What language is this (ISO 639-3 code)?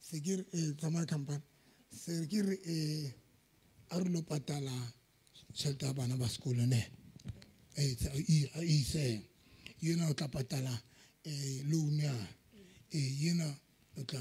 sot